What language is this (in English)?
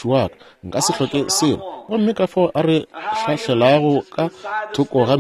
Northern Sotho